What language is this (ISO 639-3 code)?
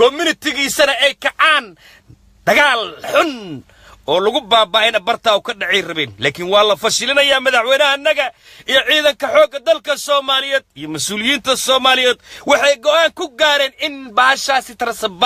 som